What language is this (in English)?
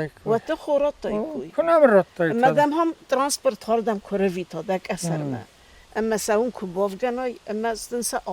Ossetic